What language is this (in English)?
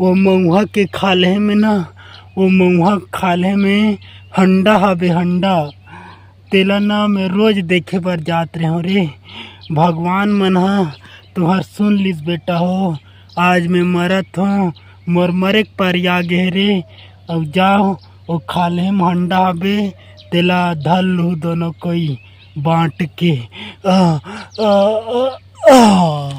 Chhattisgarhi